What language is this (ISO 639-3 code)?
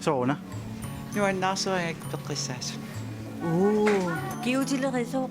kal